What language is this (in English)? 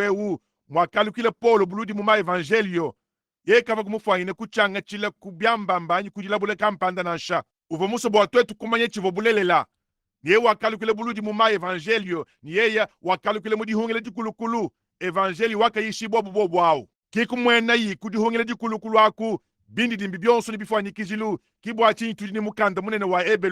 Luba-Lulua